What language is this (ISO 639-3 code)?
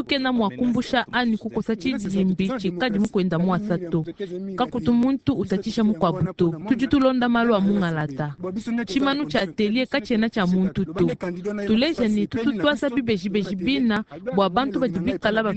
lua